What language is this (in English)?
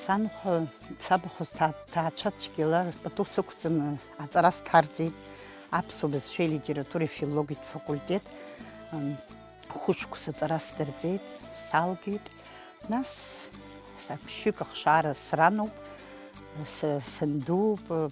Abkhazian